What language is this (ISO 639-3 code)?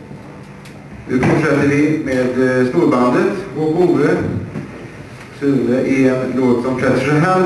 swe